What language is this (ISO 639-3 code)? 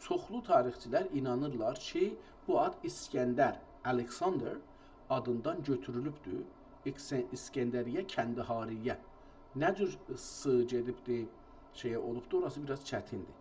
azb